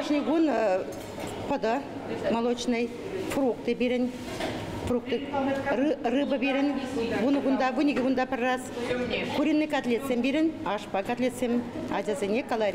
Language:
Chuvash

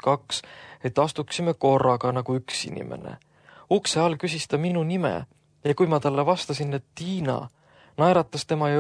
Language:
Estonian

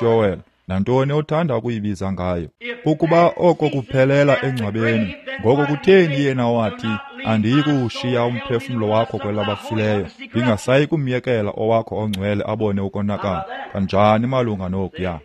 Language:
Xhosa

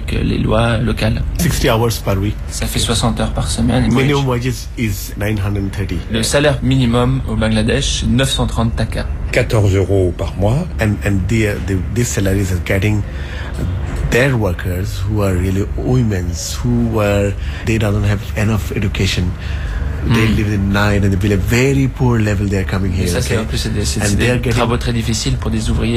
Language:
French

